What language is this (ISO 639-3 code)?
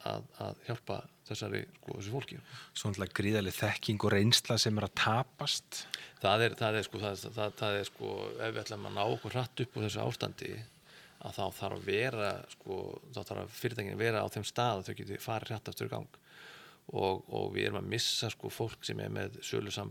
isl